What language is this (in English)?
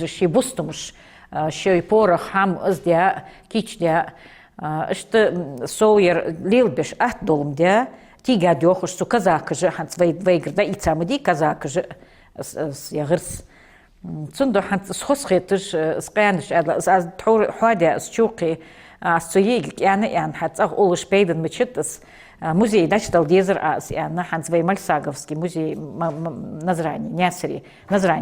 Ingush